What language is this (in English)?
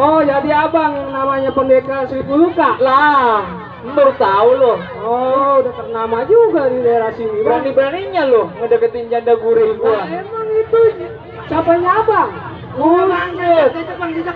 Betawi